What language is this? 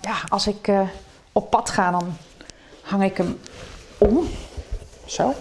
Western Frisian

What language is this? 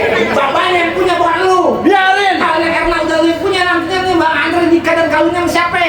Betawi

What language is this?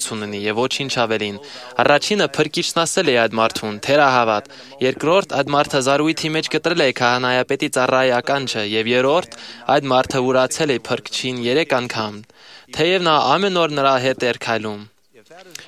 Armenian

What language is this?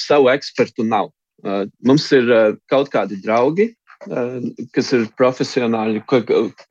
Latvian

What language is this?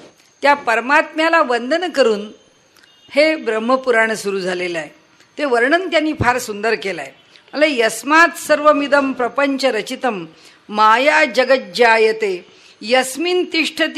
Marathi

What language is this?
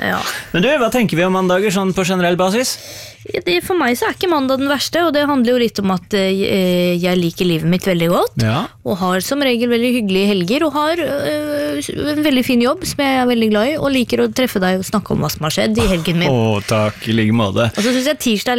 Norwegian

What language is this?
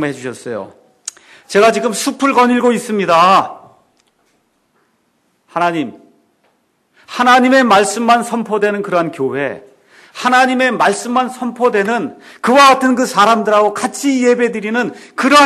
Korean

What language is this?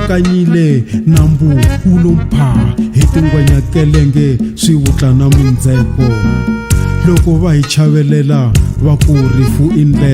Tsonga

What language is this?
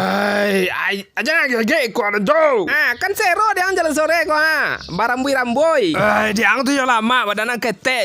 Minangkabau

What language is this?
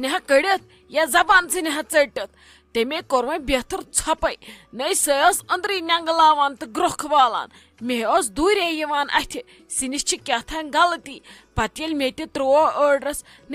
Kashmiri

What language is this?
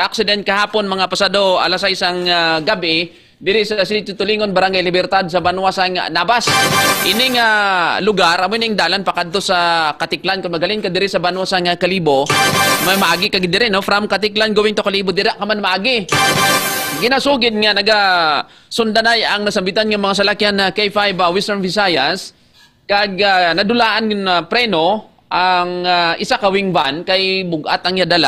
Hiligaynon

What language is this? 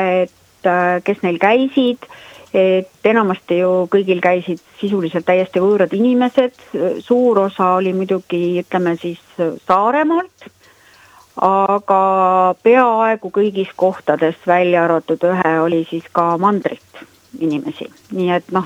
Estonian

